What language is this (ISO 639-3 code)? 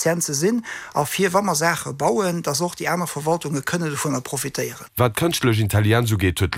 ltz